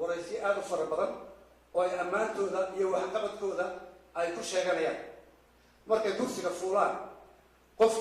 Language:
Somali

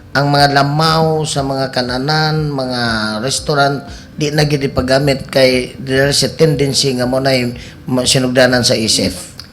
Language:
Cebuano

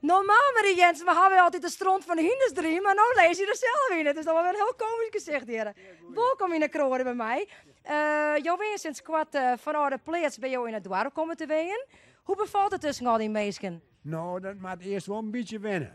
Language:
Western Frisian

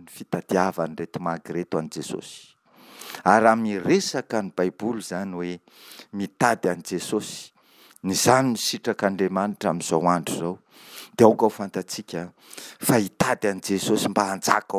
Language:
Malagasy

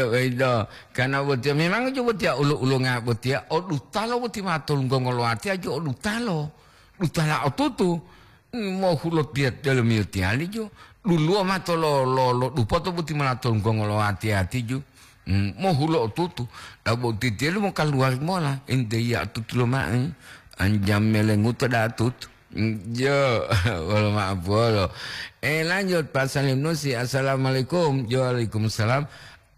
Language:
Gorontalo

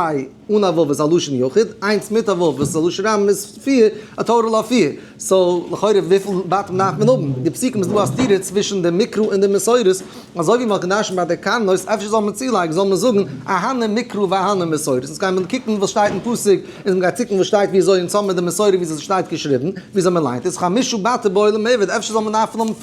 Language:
Yiddish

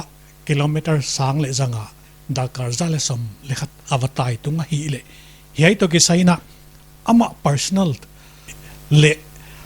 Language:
Paite Chin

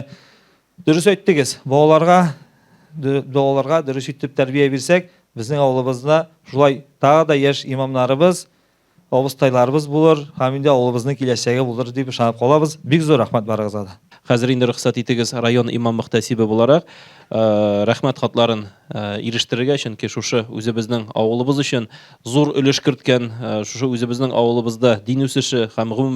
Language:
Tatar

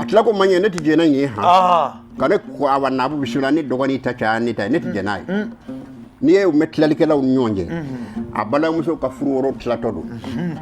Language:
Bambara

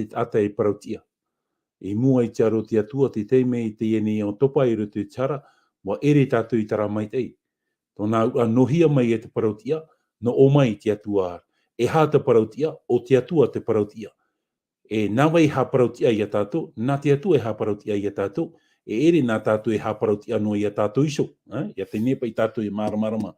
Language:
Tahitian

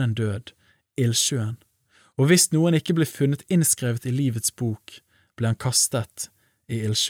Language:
Norwegian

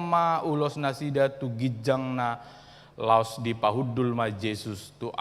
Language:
Batak Toba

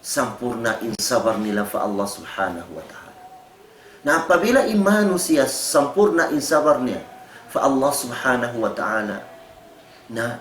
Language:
Tausug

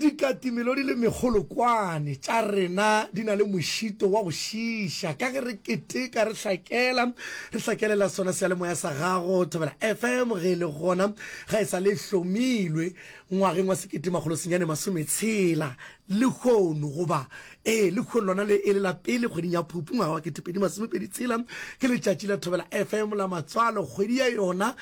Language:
Northern Sotho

